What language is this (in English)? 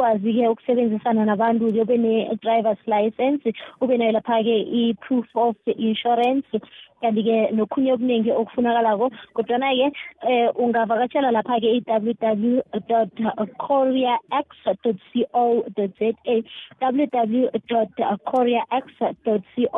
South Ndebele